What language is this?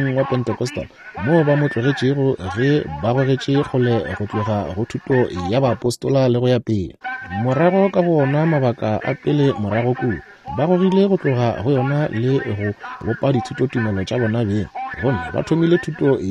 Northern Sotho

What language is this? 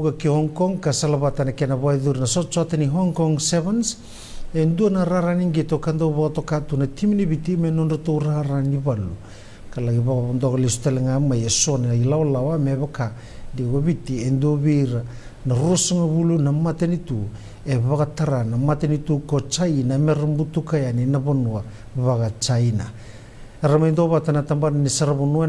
Fijian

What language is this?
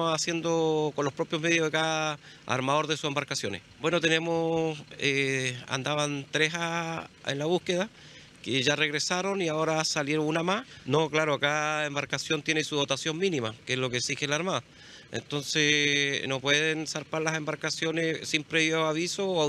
Spanish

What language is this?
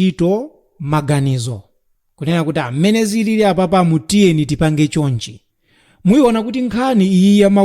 Nyanja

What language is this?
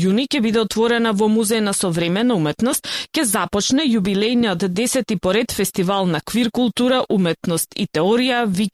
Macedonian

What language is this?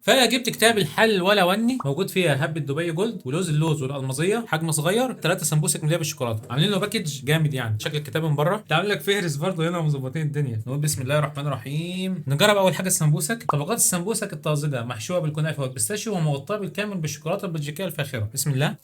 Egyptian Arabic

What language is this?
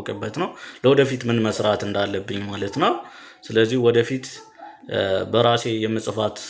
Amharic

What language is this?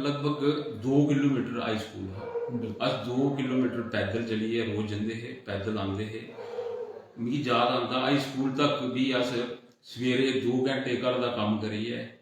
Dogri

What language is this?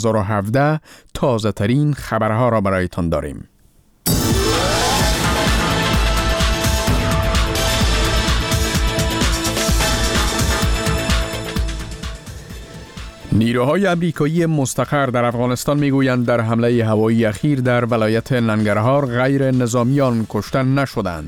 Persian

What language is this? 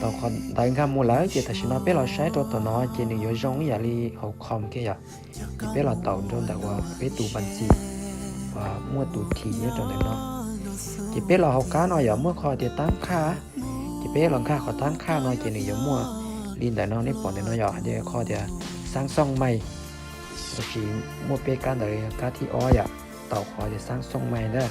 Hmong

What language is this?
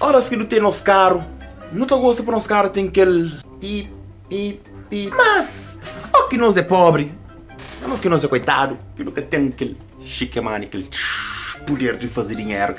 Kabuverdianu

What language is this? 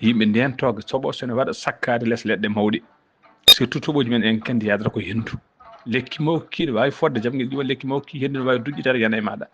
Fula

